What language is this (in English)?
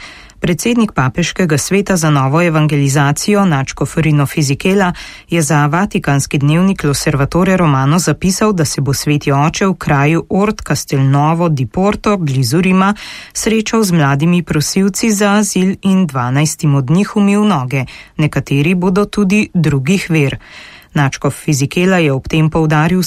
Slovenian